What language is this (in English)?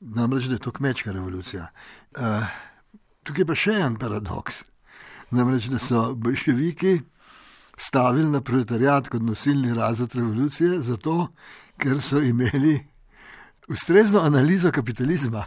Slovenian